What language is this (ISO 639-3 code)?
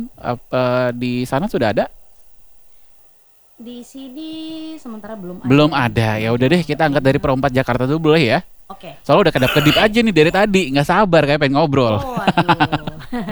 ind